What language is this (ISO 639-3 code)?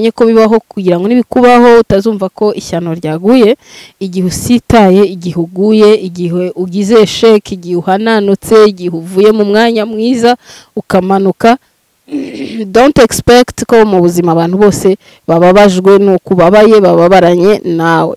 kin